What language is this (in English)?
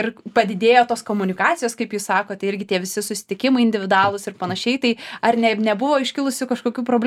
Lithuanian